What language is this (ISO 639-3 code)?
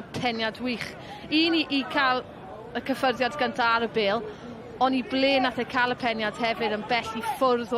cym